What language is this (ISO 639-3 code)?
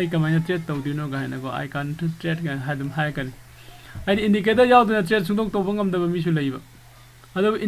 mni